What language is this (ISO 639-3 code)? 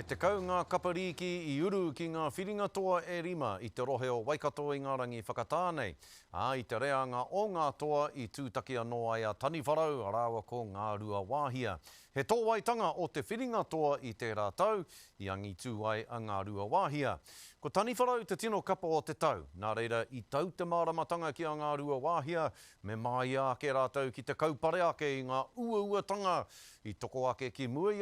mri